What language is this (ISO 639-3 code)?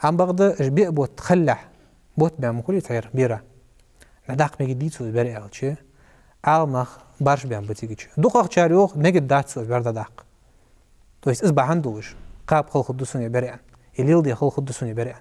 inh